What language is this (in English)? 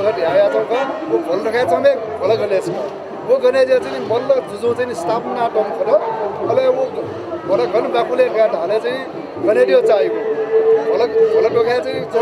Newari